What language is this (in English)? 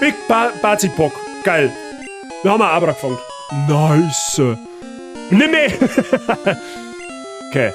Bavarian